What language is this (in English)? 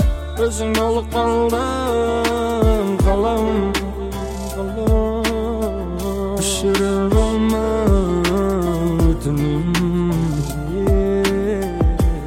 Kazakh